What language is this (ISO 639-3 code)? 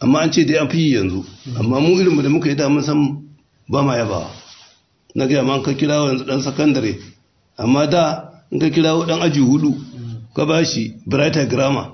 hau